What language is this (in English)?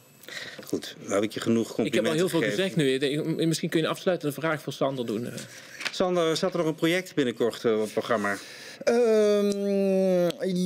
Dutch